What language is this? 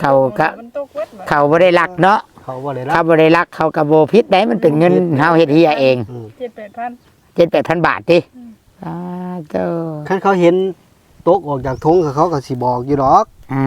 Northeastern Thai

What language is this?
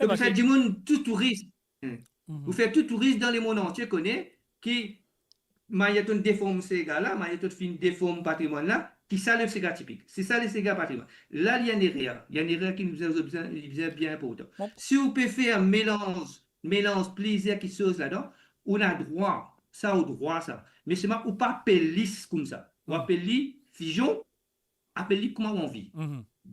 Morisyen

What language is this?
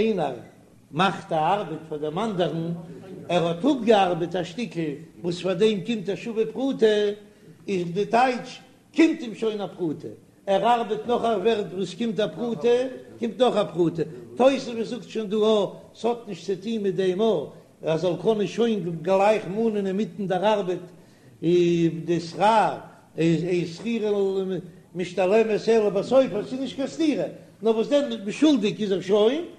Yiddish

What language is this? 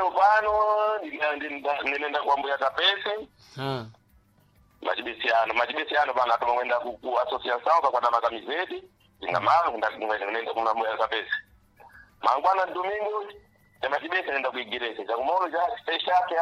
Sena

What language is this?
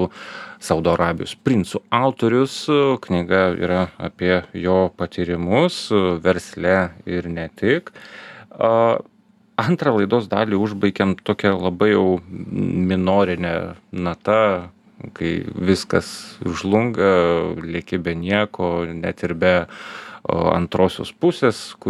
Lithuanian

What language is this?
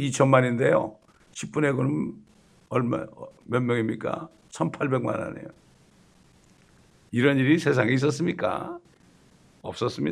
Korean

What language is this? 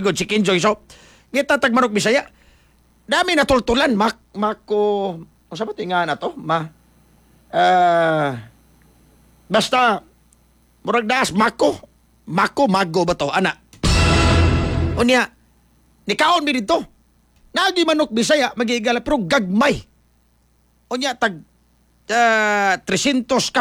Cebuano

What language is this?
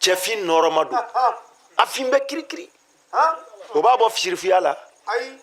Bambara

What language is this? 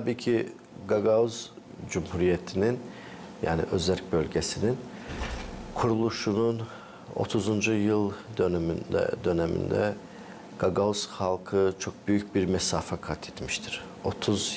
Gagauz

